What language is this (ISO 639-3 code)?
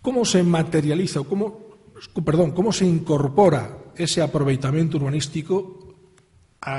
glg